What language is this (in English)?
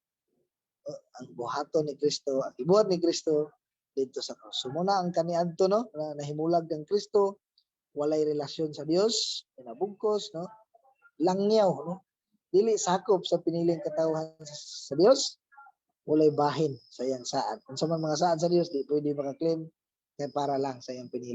Cebuano